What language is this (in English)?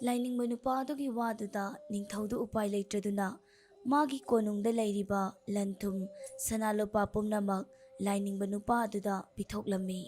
Manipuri